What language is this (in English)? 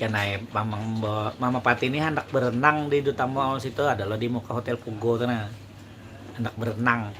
Banjar